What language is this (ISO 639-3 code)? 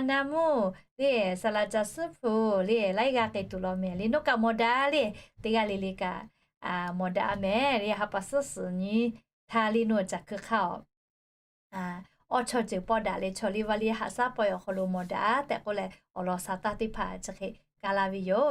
lhu